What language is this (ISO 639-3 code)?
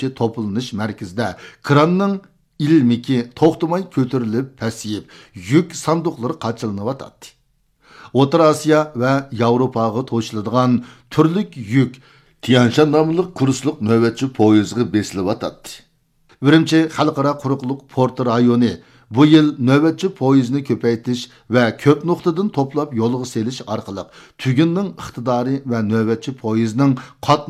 uig